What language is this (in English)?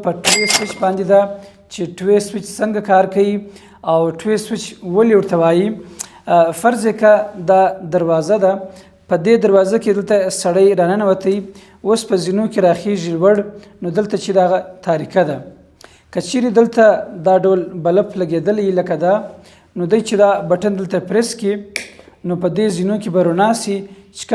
Pashto